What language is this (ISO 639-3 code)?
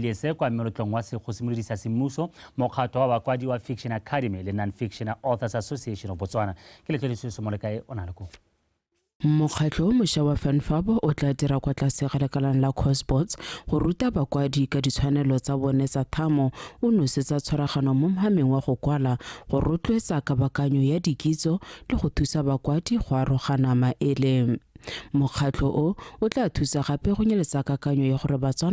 tsn